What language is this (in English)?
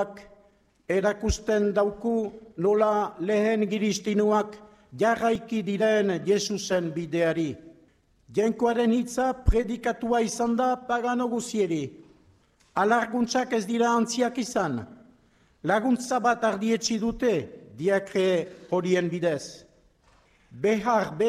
Basque